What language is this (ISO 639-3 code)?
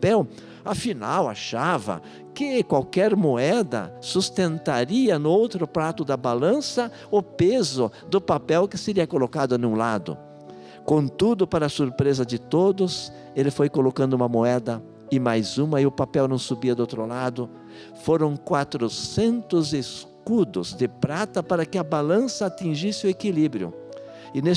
por